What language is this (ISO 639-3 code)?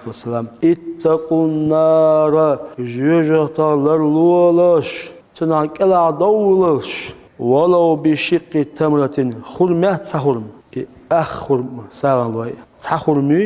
che